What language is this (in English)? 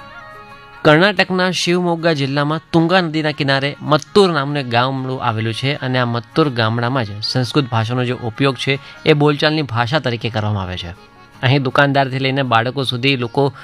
Gujarati